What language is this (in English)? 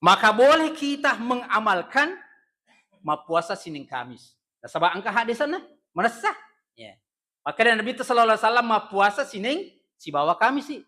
Buginese